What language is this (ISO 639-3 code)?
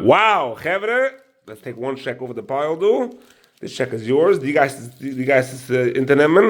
yid